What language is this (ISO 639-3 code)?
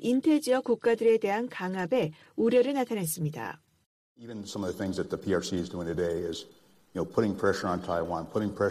kor